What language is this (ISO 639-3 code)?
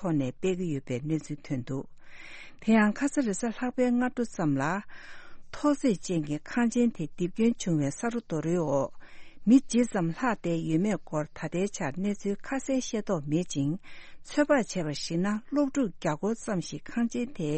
bod